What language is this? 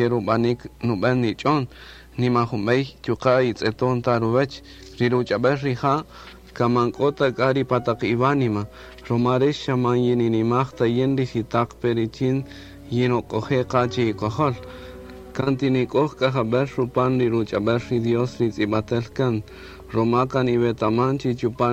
Kaqchikel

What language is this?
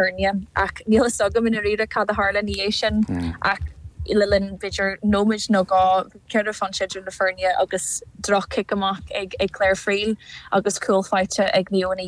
Irish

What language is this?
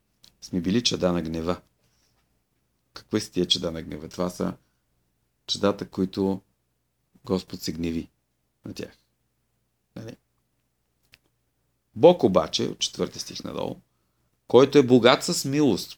Bulgarian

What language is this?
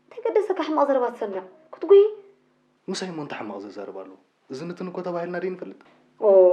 Tigrinya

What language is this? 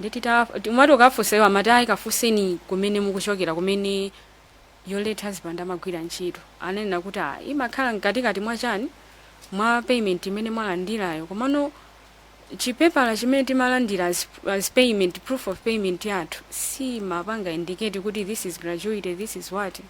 Nyanja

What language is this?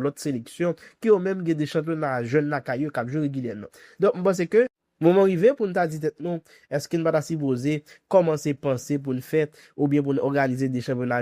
Haitian Creole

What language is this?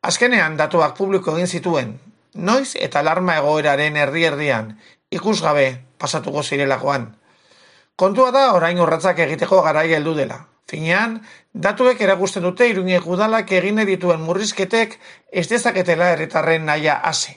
Basque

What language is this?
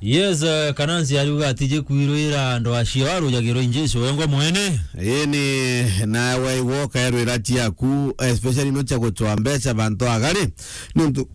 Meru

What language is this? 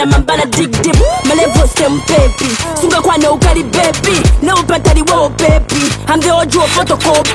Swahili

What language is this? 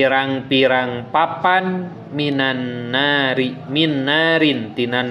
Sundanese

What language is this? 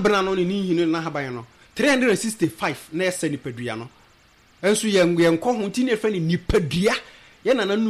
Akan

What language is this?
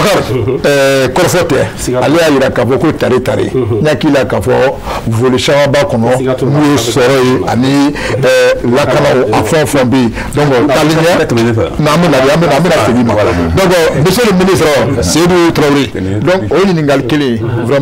Bambara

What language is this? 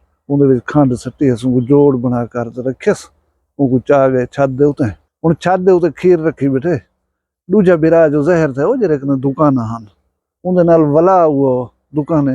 Saraiki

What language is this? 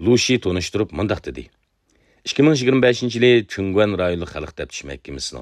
Uyghur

